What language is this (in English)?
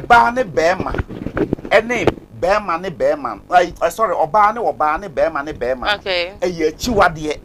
Akan